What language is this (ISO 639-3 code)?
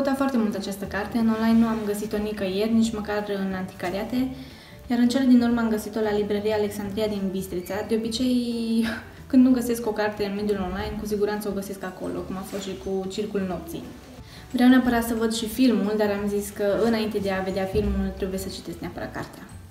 ron